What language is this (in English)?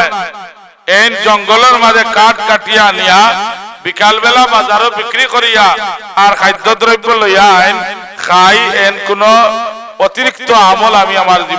Sylheti